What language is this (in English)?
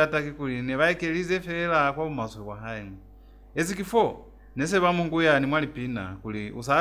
Lozi